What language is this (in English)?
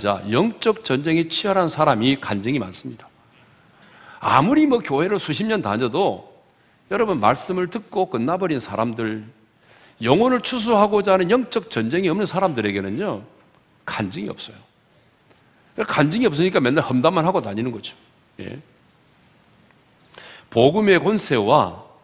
Korean